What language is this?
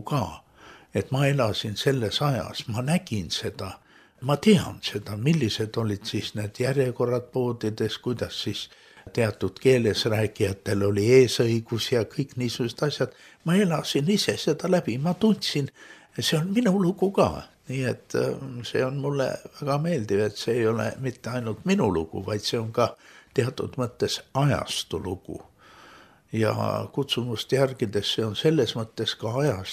Estonian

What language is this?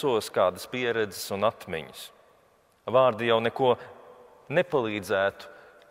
Latvian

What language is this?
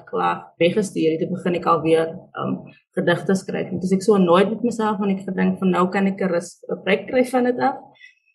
Afrikaans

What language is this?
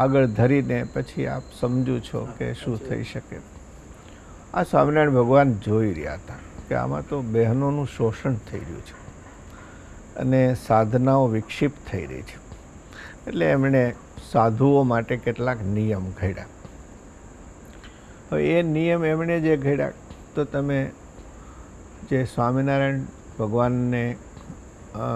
Gujarati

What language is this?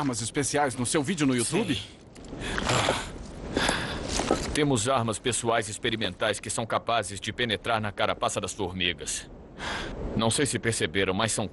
Portuguese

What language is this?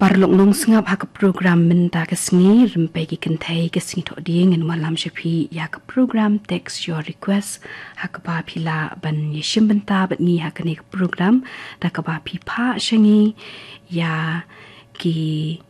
Khasi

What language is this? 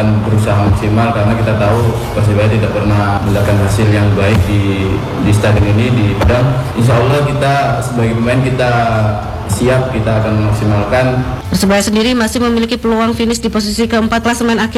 Indonesian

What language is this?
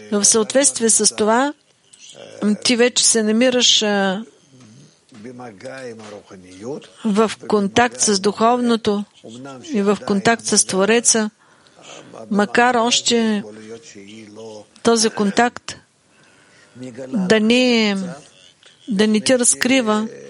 Bulgarian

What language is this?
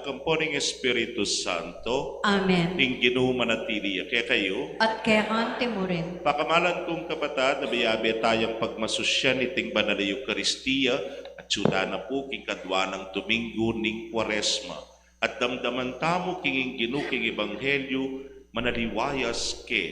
Pampanga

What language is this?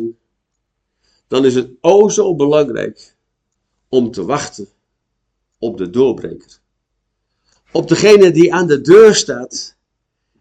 Dutch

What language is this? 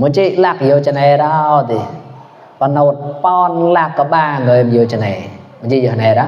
Mon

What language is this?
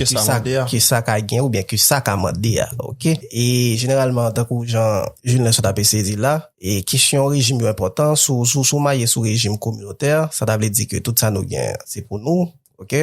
Haitian Creole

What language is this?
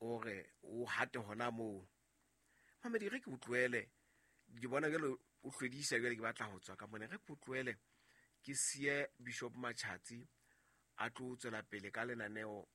Southern Sotho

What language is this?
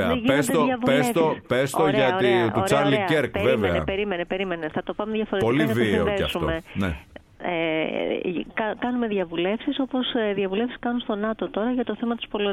Greek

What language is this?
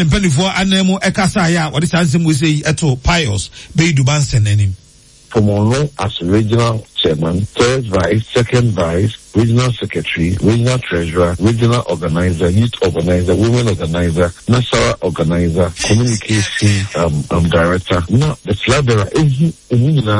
Akan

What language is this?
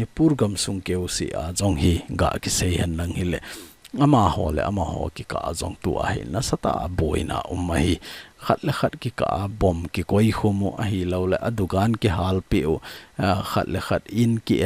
Thado Chin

